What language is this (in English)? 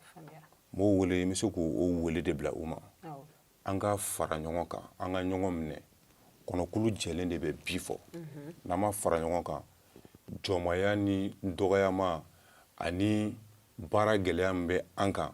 Bambara